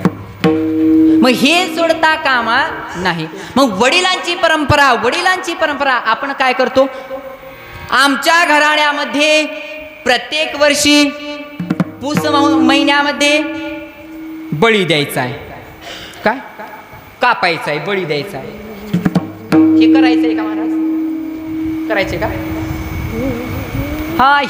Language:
Marathi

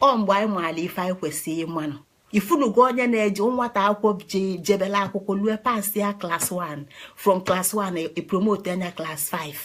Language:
Igbo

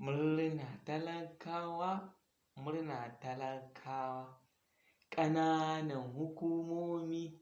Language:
Hausa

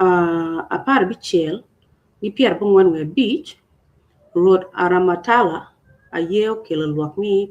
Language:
Acoli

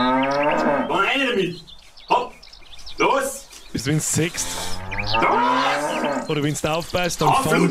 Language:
Bavarian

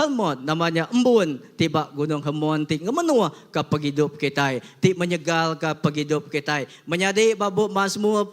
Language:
Iban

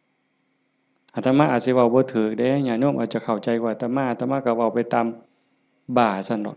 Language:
Northeastern Thai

